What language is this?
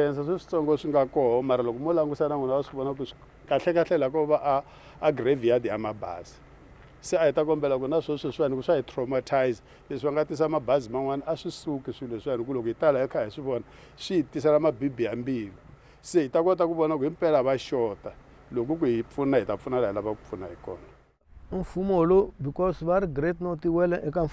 Tsonga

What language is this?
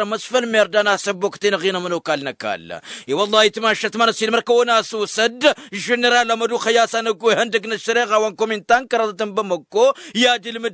Tamasheq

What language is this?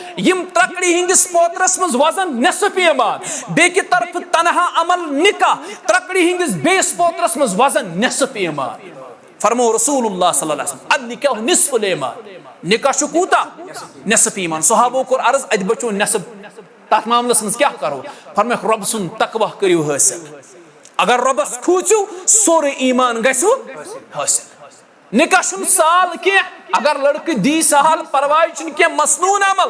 Kashmiri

